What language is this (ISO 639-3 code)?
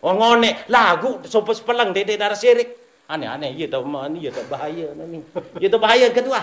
sas